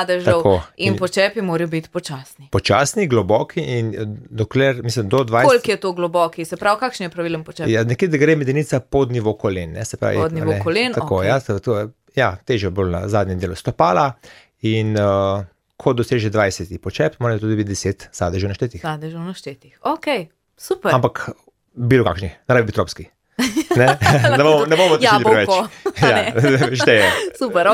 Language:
Slovenian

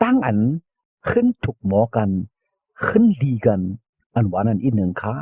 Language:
Shan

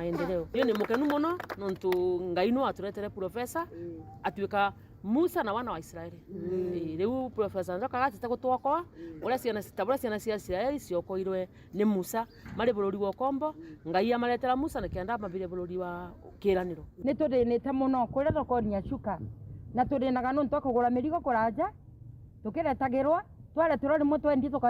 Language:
Meru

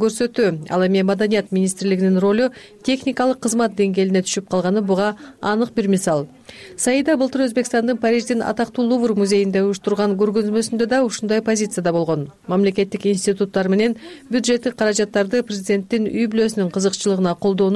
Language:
Kyrgyz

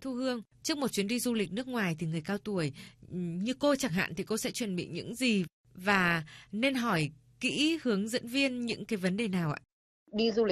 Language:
Vietnamese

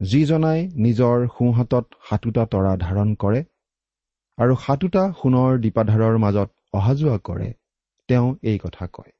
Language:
Assamese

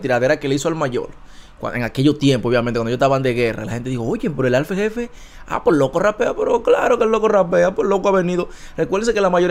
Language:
Spanish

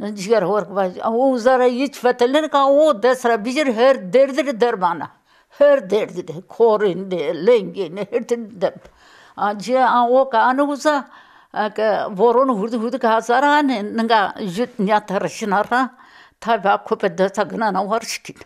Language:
Zaza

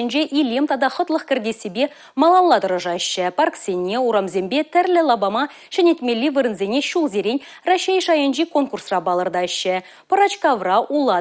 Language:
Chuvash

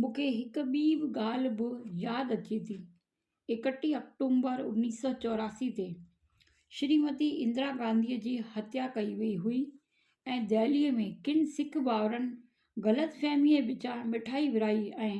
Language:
Sindhi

